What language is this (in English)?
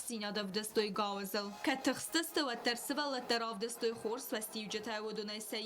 Ossetic